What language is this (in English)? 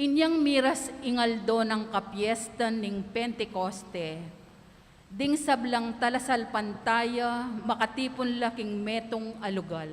Pampanga